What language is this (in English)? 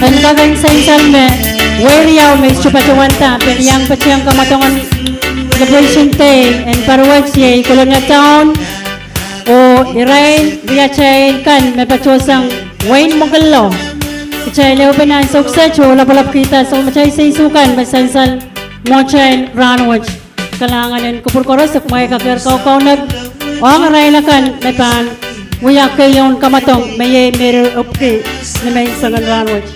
Pohnpeian